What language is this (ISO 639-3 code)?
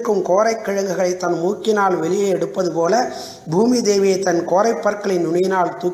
tam